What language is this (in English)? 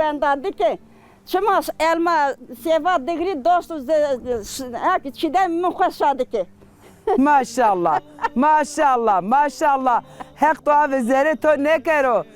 Zaza